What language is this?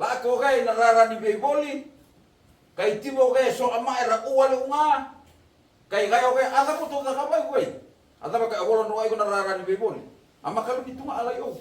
Fijian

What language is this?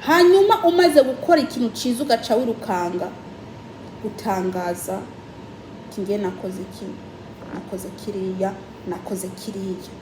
Kinyarwanda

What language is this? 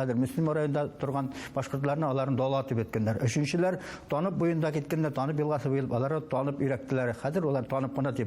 Bashkir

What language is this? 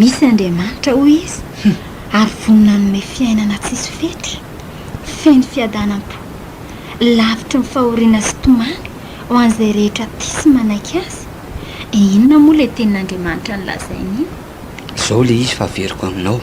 Malagasy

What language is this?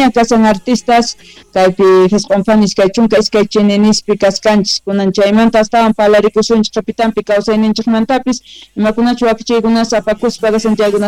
Quechua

